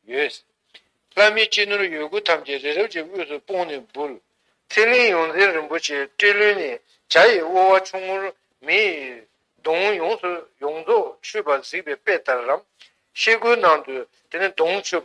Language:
Tibetan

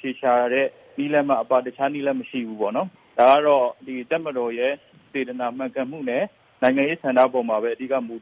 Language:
Burmese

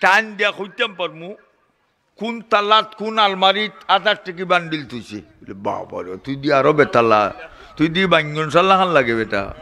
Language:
Sylheti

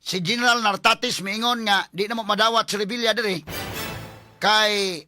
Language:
Cebuano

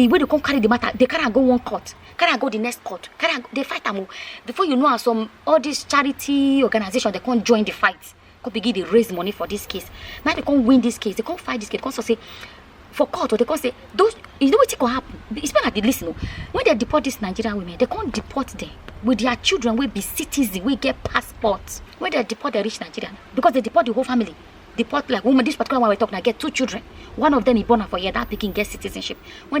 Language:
Nigerian Pidgin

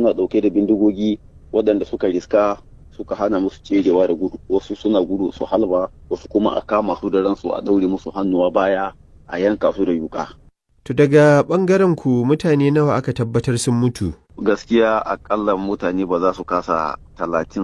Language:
Hausa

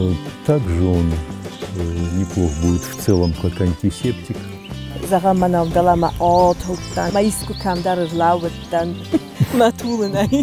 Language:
Ossetic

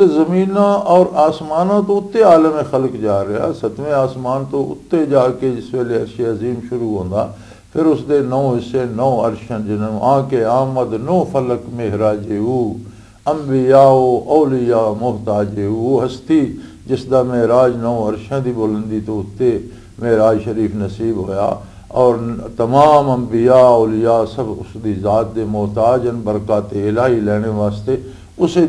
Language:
Western Panjabi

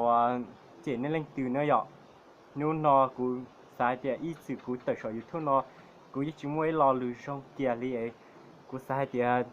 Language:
Hmong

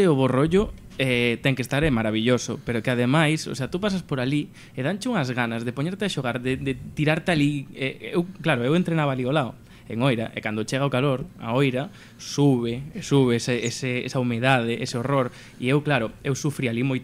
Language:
Galician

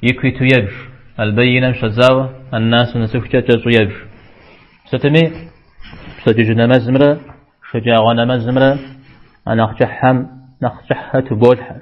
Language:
Kabardian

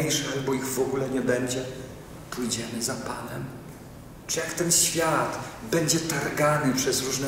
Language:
Polish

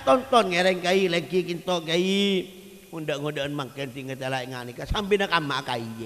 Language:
Madurese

